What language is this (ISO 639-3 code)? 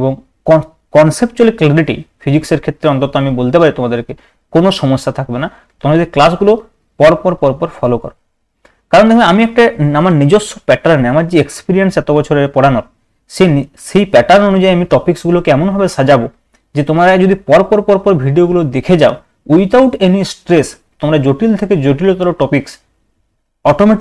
ben